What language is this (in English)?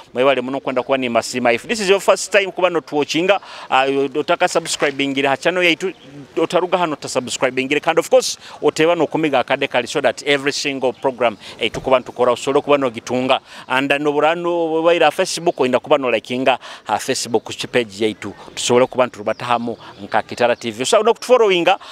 Nyoro